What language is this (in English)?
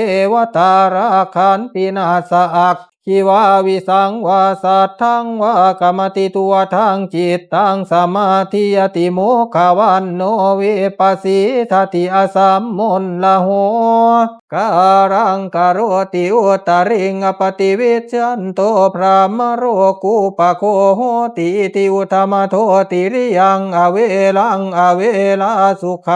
Pali